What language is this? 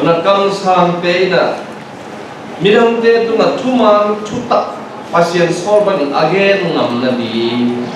Tedim Chin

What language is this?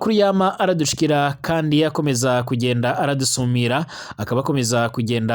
Rundi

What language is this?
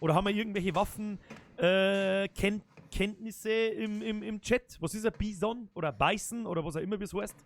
Bavarian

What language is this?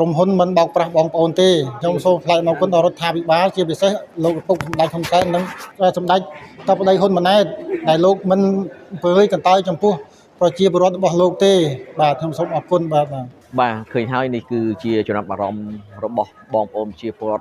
Khmer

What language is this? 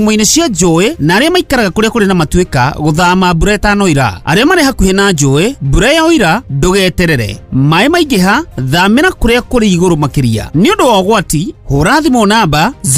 Kikuyu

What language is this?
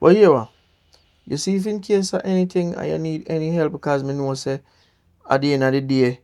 Jamaican Creole English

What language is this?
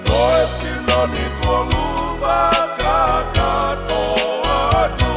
Tongan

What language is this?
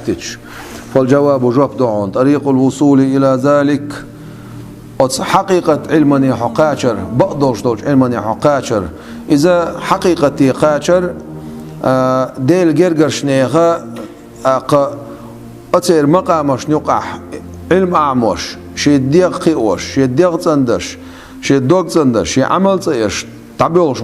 Chechen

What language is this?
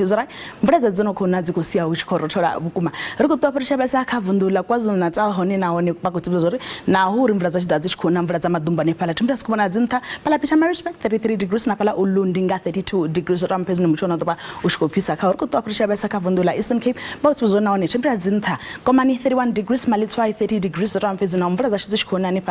Venda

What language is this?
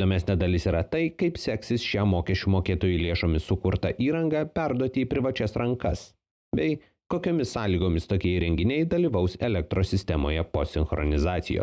Lithuanian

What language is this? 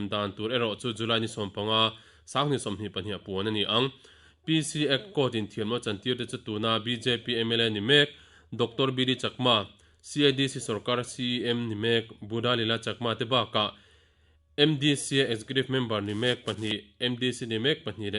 Mizo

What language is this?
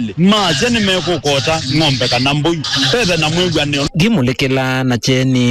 Kamba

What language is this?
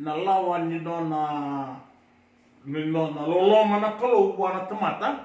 Fijian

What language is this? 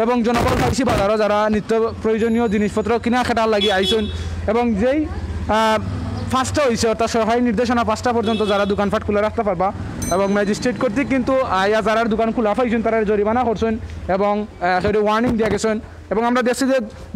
Sylheti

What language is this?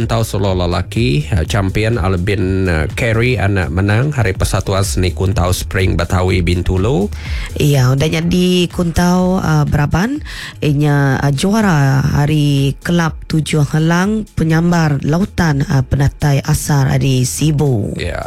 Iban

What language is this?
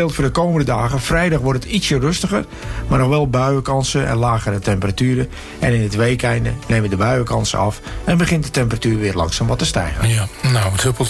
Dutch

